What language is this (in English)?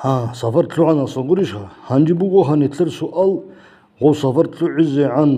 Avaric